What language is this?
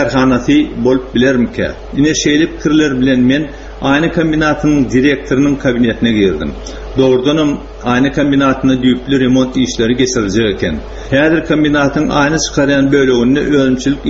Turkmen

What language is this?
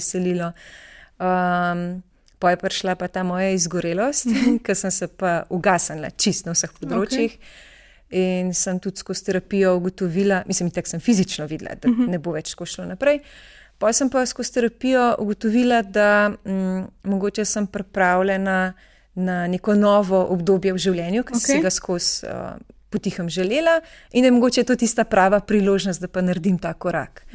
Slovenian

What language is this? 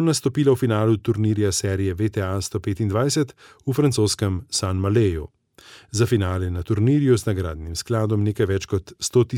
Slovenian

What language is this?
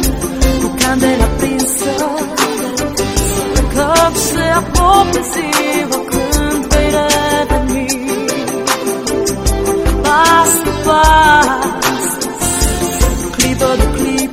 Romanian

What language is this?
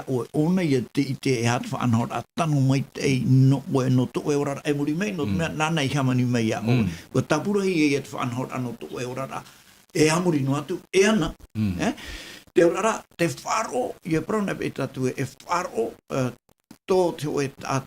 Tahitian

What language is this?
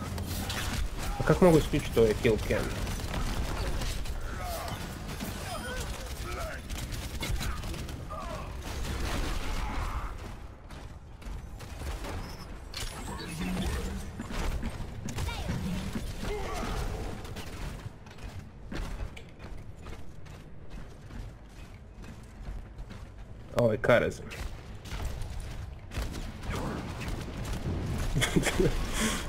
Croatian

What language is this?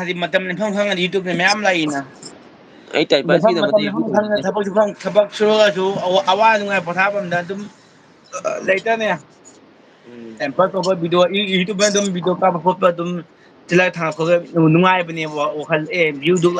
Manipuri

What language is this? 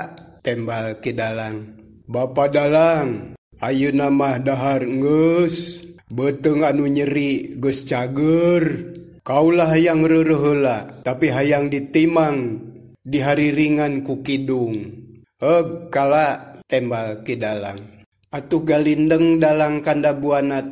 Sundanese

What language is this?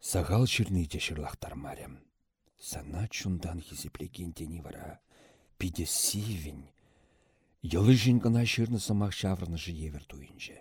Chuvash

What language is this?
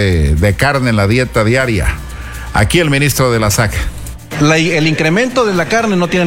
Spanish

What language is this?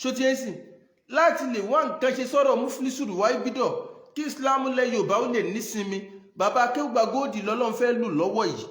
Yoruba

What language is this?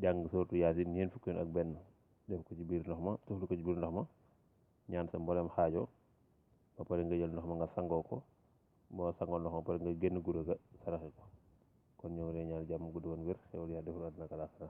Wolof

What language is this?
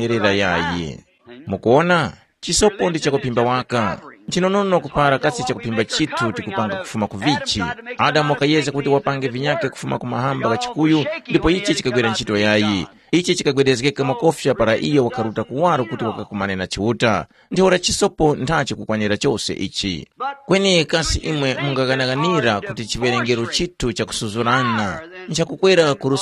Tumbuka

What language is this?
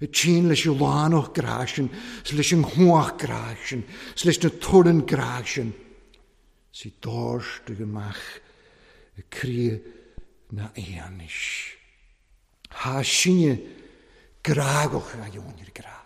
Welsh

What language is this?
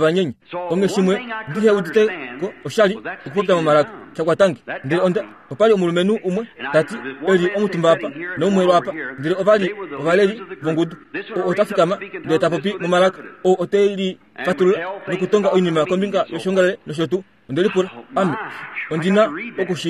Kuanyama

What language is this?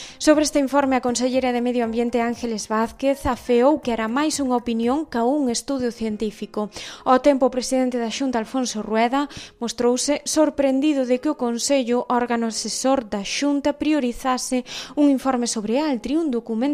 Galician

